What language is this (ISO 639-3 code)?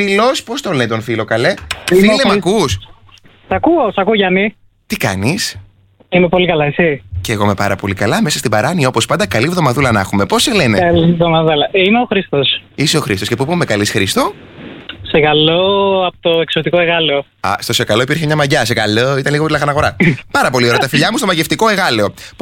ell